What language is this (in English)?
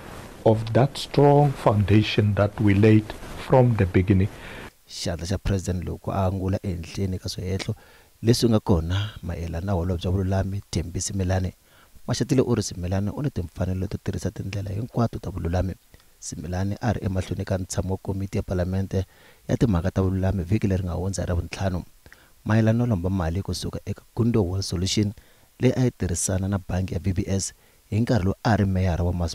Tsonga